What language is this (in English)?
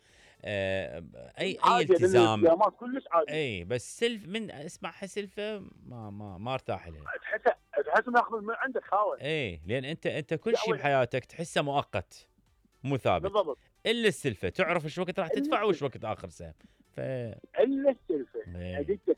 Mesopotamian Arabic